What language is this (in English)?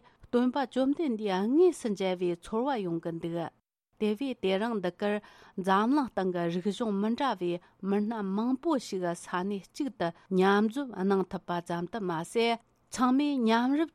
Tibetan